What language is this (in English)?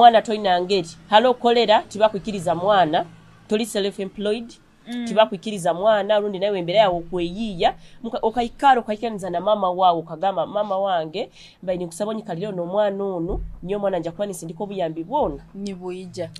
Nyoro